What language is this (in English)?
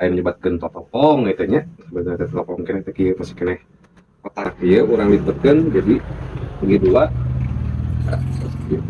Sundanese